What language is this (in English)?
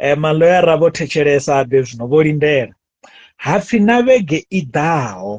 Venda